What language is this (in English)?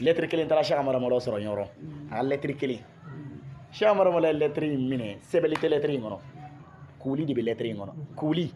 Bambara